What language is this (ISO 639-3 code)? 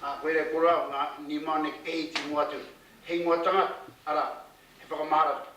mri